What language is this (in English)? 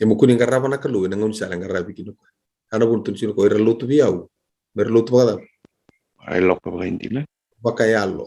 Fijian